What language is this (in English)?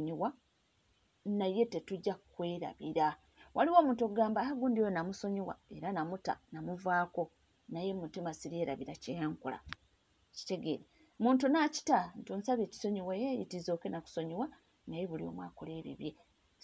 Ganda